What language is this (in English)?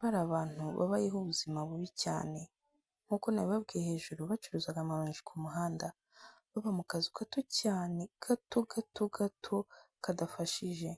Kinyarwanda